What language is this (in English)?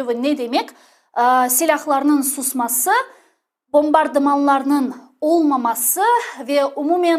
Crimean Tatar